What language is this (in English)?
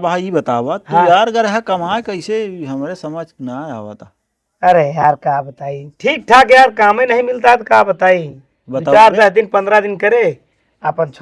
Awadhi